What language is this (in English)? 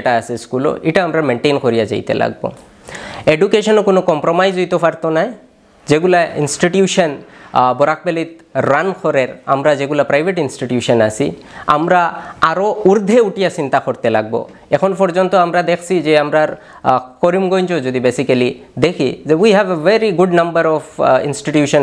Sylheti